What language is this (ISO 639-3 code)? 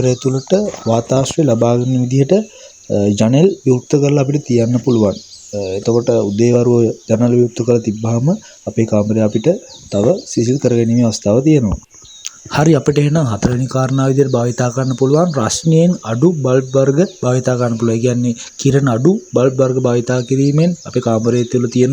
sin